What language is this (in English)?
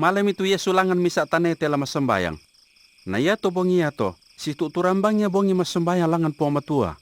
Toraja-Sa'dan